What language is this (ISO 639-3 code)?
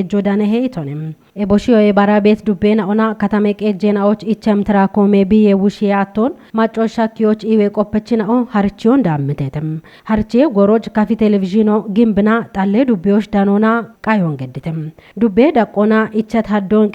kbr